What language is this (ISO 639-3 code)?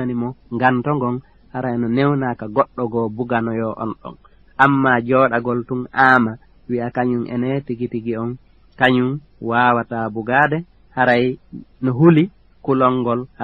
ful